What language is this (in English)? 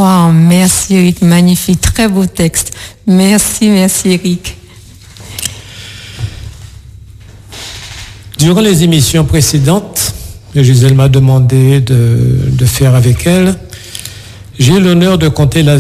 French